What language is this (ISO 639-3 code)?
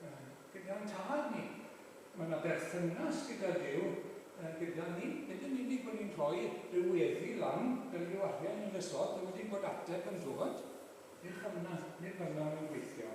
cym